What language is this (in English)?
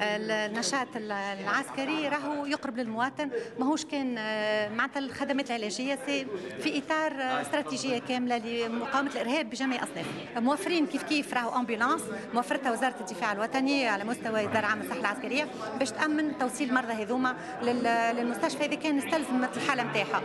Tunisian Arabic